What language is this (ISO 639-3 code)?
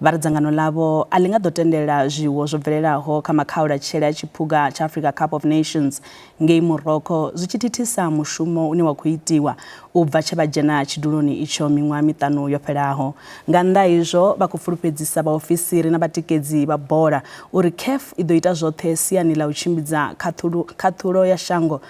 ven